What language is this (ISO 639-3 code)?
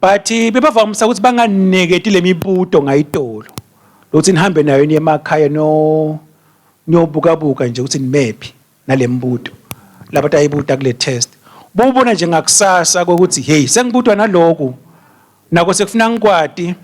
ssw